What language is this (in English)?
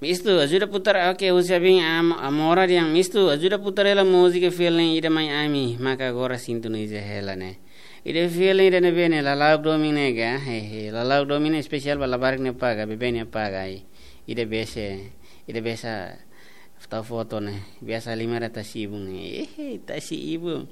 Tetum